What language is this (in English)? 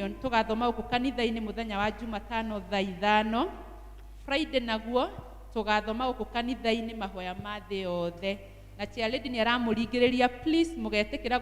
Kikuyu